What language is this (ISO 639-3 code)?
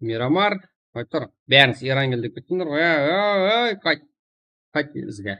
kaa